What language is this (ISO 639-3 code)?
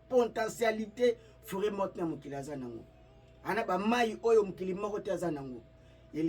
lin